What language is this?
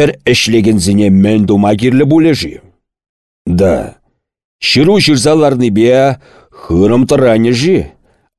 Chuvash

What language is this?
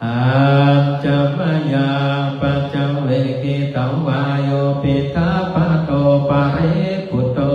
Pali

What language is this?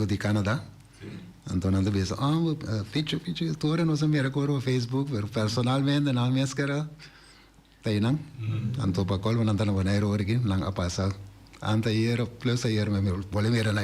Papiamento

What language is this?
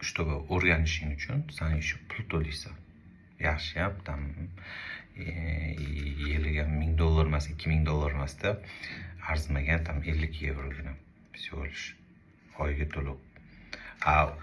Uzbek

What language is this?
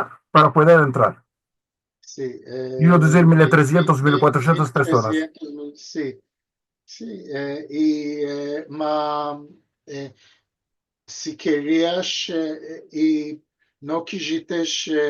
Ladino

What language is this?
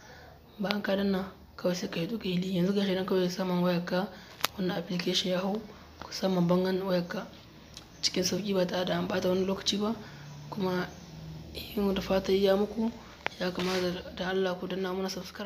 Hausa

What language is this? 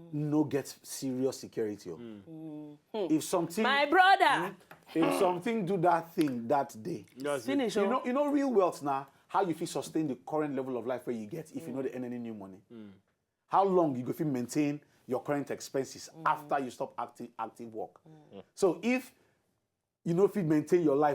Nigerian Pidgin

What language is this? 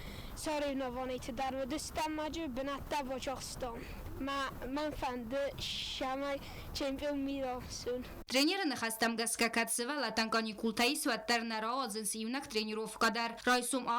Ossetic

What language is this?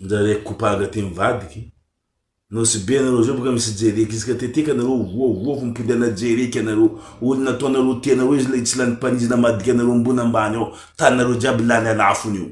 Malagasy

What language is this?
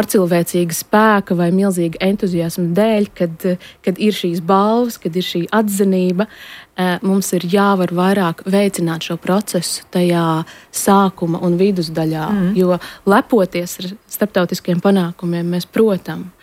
Latvian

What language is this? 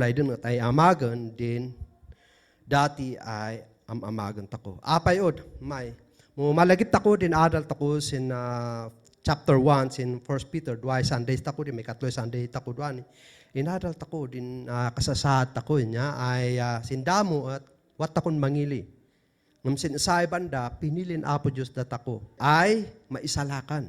Kankanaey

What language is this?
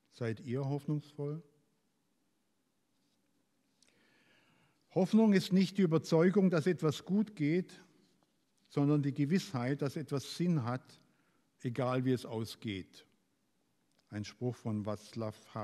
German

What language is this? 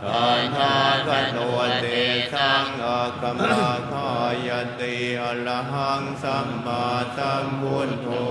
Pali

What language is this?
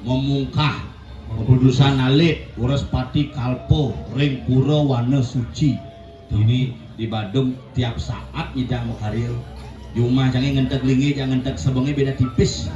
Balinese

